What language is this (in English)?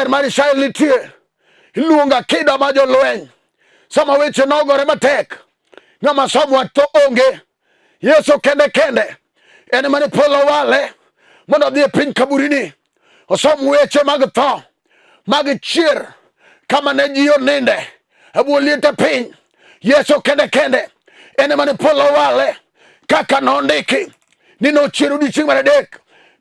Luo (Kenya and Tanzania)